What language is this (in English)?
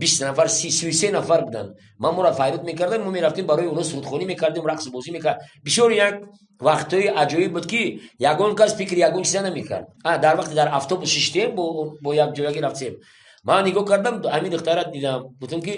Tajik